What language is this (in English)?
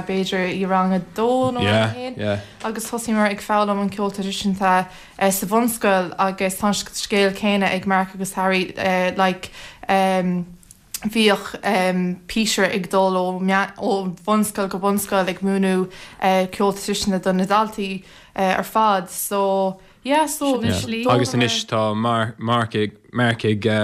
Irish